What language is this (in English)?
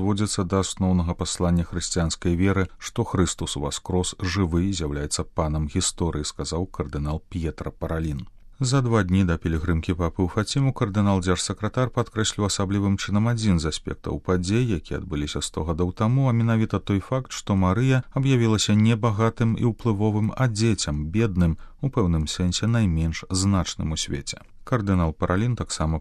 Belarusian